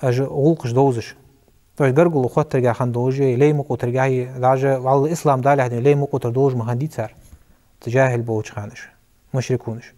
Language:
Ingush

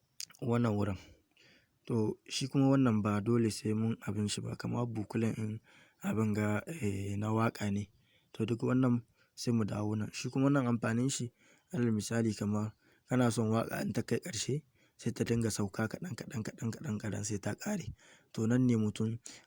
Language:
Hausa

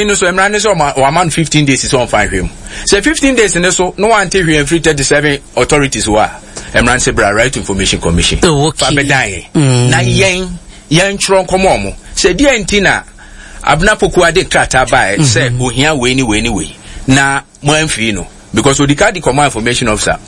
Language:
Akan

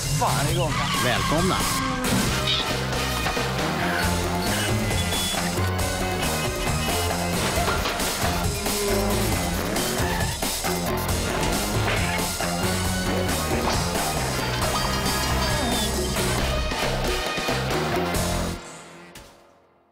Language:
Swedish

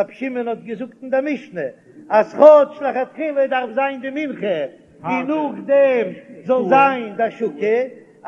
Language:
Yiddish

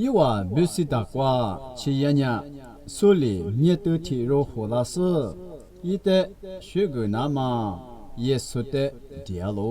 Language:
Lisu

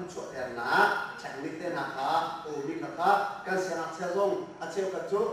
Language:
Hakha Chin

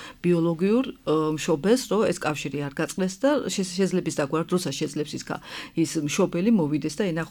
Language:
Georgian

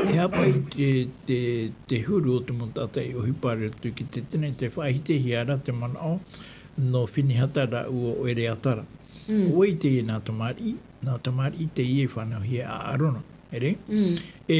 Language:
Tahitian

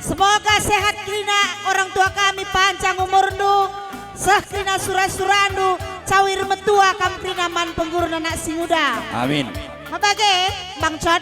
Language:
Batak Karo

